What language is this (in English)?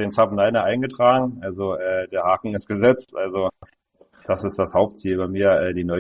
German